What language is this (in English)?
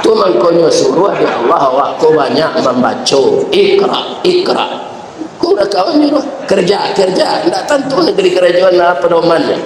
Minangkabau